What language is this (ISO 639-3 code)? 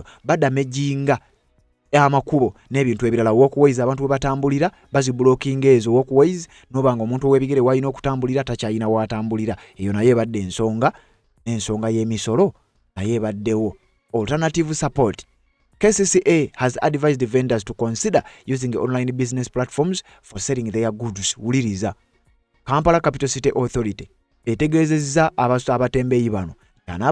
lug